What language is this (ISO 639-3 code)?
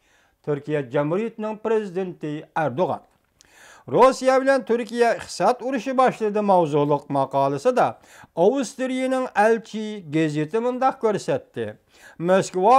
uig